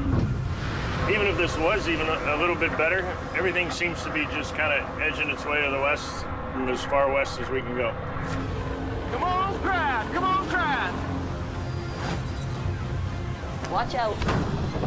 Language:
English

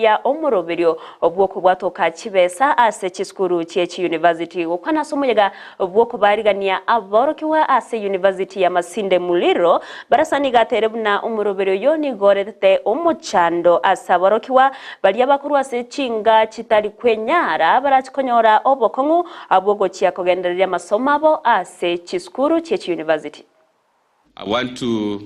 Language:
Gusii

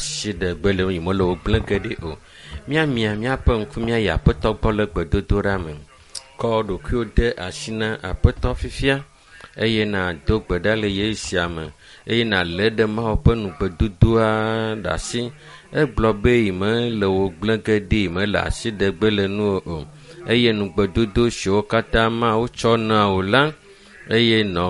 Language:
Ewe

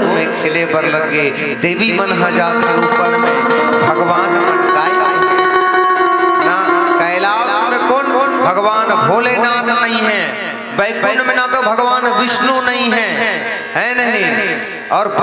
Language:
Chhattisgarhi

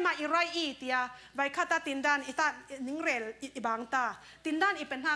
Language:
Falam Chin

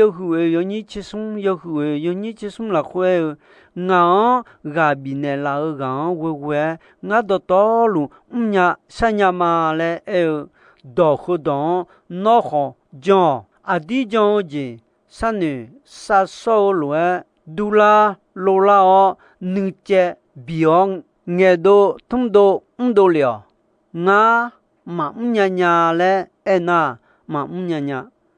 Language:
Akha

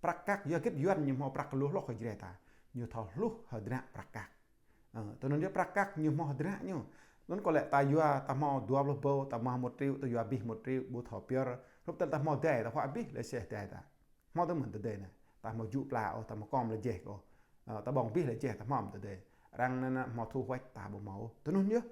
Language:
Jarai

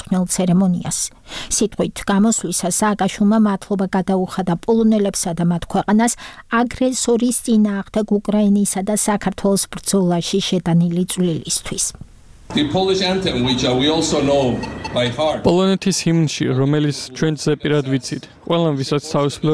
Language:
Georgian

